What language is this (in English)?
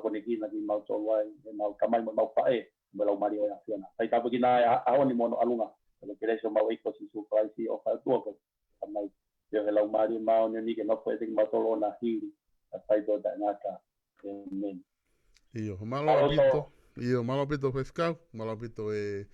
Tongan